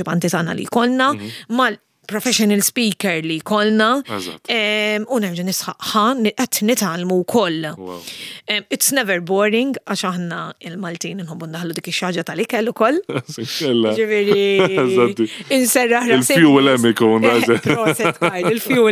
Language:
Maltese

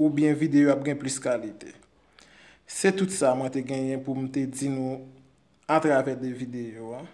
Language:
Haitian Creole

